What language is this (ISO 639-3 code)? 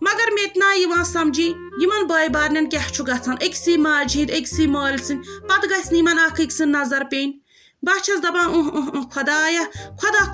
kas